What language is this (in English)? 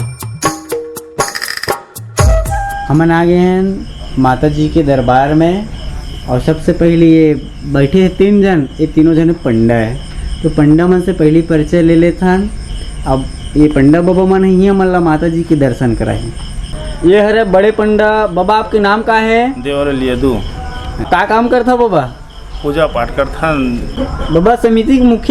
Chhattisgarhi